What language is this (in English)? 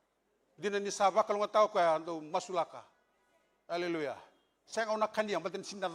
Fijian